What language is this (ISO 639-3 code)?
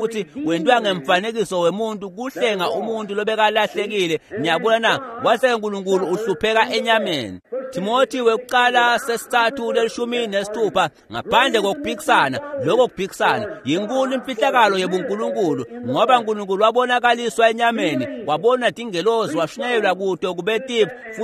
ssw